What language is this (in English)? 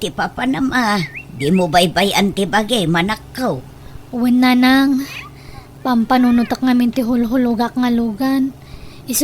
Iloko